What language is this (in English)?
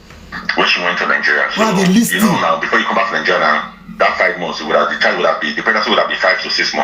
Nigerian Pidgin